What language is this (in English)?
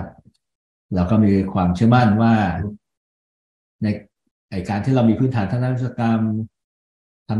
Thai